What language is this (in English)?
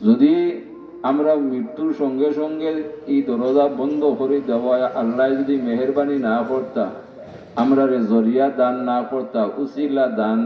Sylheti